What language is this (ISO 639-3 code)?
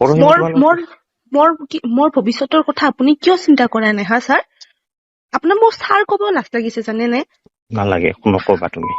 asm